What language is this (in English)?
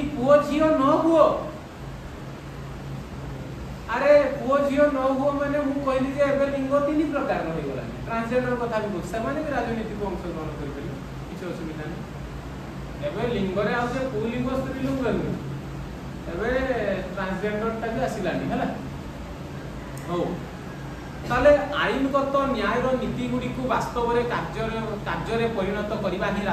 Odia